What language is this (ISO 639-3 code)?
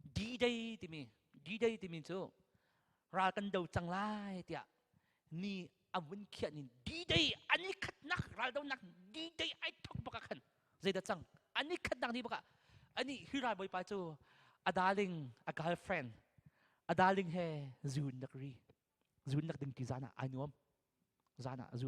cnh